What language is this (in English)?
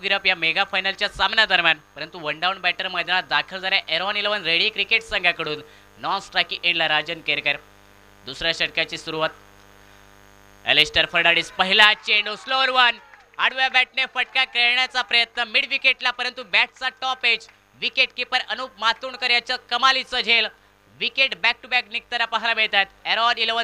Marathi